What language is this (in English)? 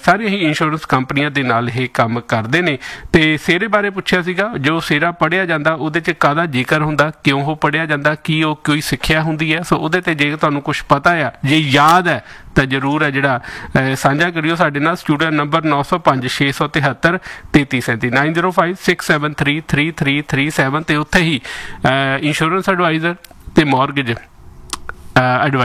Punjabi